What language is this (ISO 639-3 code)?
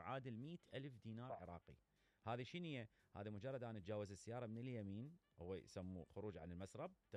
acm